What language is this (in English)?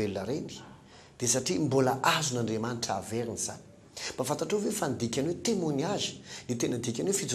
Malagasy